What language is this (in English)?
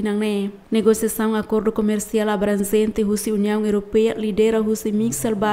Tetum